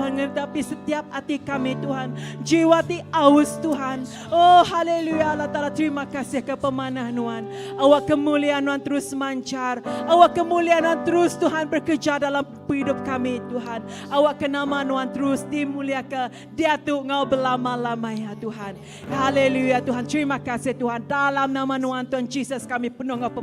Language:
Iban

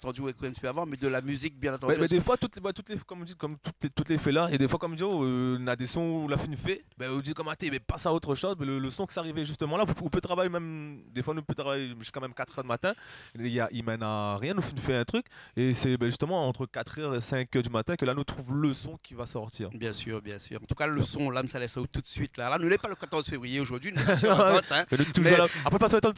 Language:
Réunion Creole French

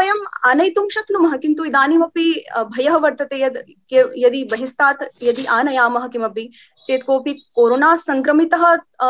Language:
Sanskrit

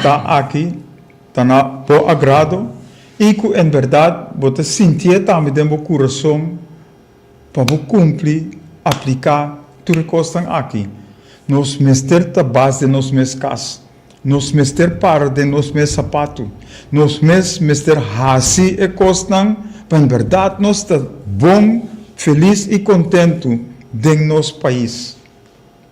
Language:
Papiamento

